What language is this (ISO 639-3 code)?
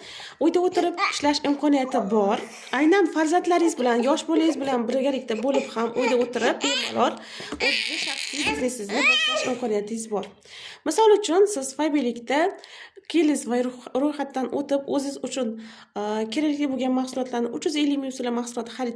uzb